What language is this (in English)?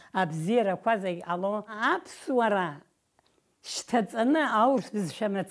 Abkhazian